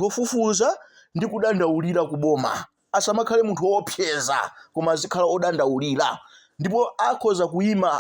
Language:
Nyanja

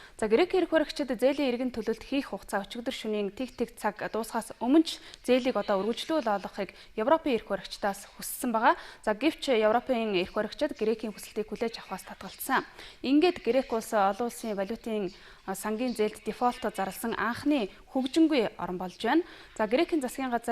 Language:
Mongolian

